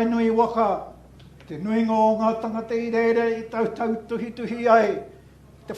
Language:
Māori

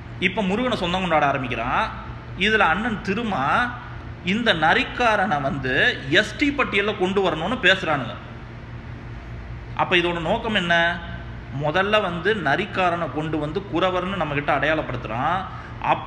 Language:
Tamil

